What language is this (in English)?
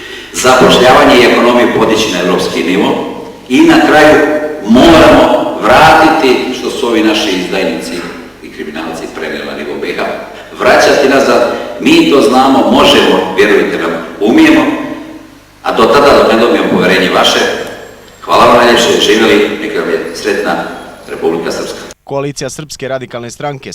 Serbian